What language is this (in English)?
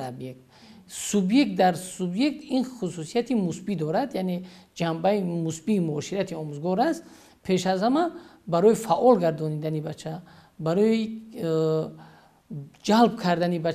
Tajik